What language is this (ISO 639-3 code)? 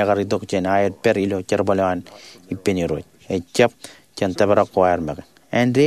mah